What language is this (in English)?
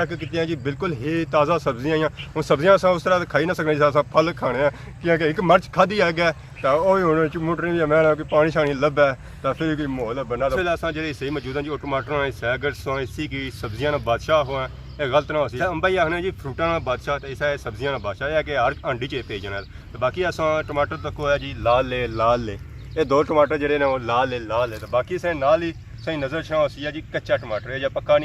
Pahari-Potwari